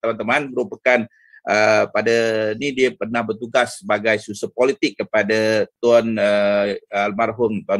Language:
Malay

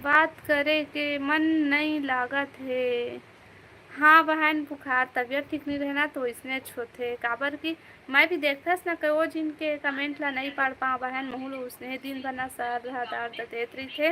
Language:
Chhattisgarhi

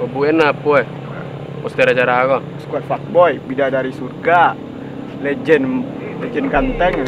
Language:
Minangkabau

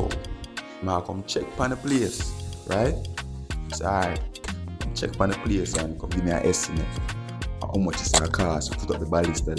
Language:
Jamaican Creole English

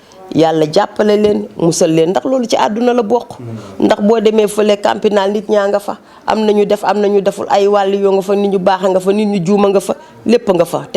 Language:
Wolof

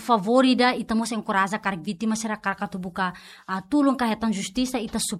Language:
Tetum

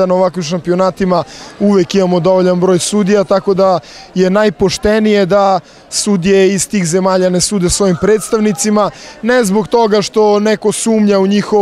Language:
Serbian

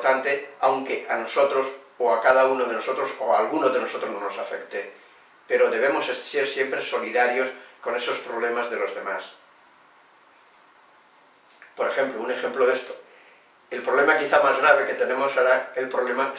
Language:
Spanish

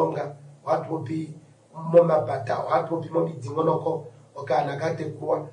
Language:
Kuanyama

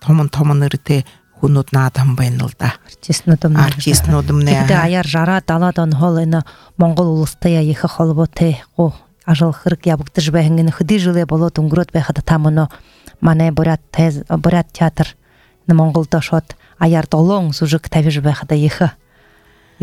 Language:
Buriat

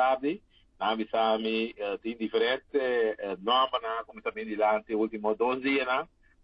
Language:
Papiamento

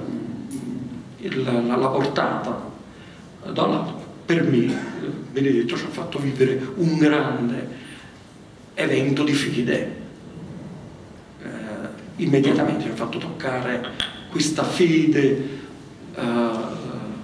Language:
Italian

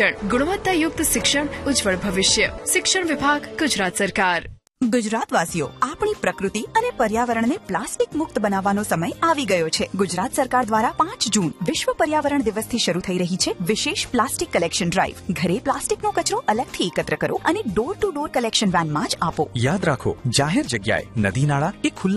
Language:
Gujarati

